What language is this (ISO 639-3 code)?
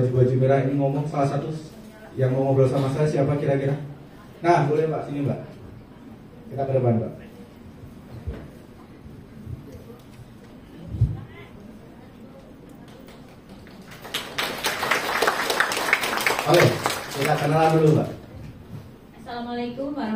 ind